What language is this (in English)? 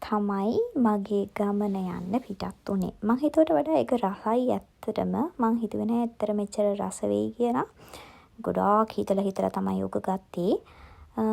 Sinhala